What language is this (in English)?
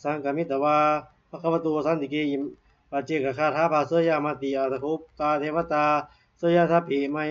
Pali